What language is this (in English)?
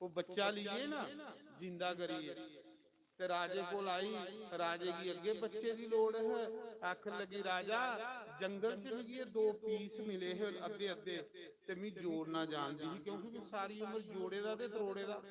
Dogri